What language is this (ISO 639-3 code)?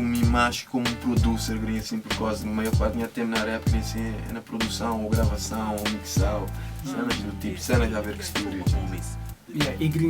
kea